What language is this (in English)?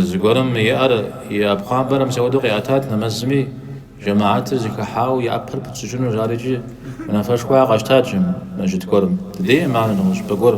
Kabardian